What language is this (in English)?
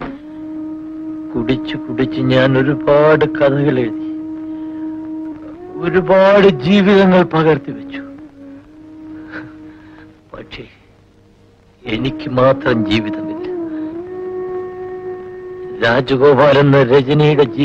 Malayalam